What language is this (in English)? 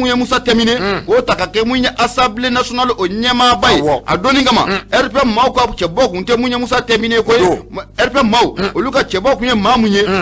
Bambara